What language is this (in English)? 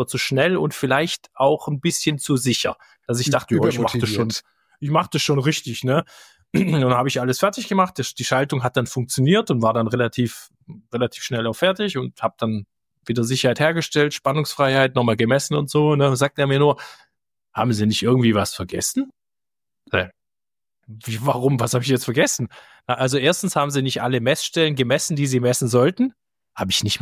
German